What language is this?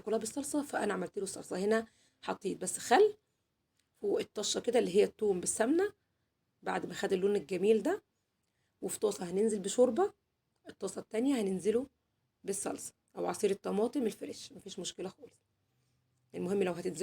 Egyptian Arabic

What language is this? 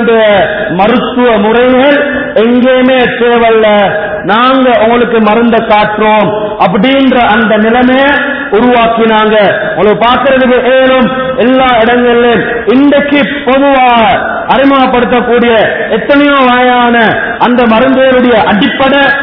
Tamil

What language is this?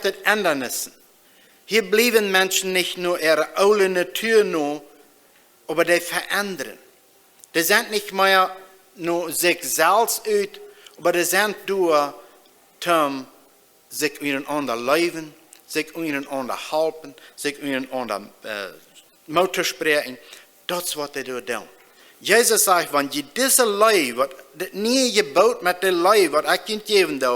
Plautdietsch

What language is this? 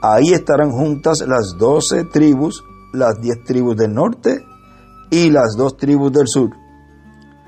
Spanish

